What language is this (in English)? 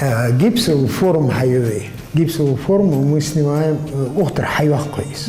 Ingush